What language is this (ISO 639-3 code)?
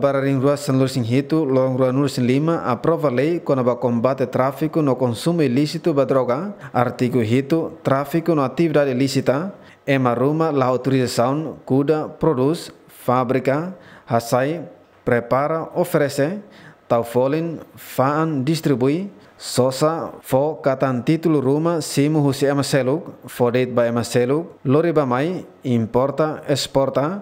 tet